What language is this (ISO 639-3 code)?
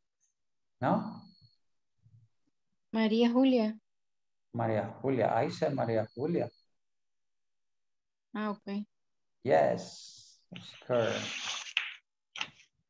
eng